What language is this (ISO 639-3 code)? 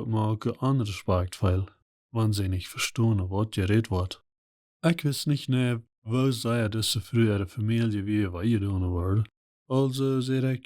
pdt